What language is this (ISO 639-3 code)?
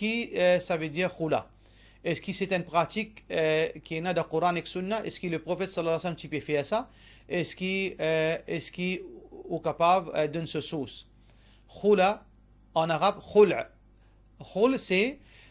mfe